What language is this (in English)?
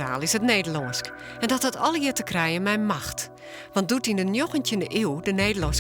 Western Frisian